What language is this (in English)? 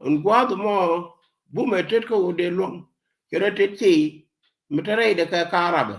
Nuer